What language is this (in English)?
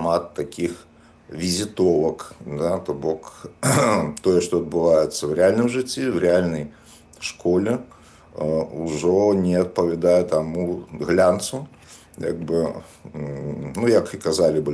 Belarusian